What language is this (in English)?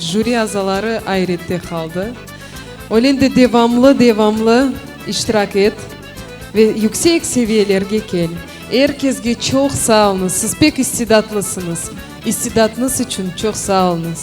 Crimean Tatar